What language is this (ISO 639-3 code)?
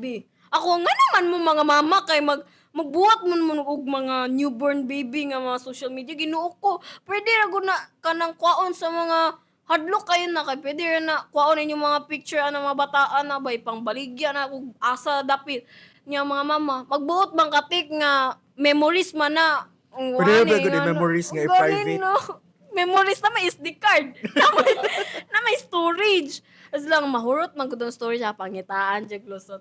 ceb